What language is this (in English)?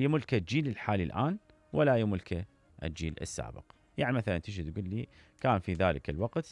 Mesopotamian Arabic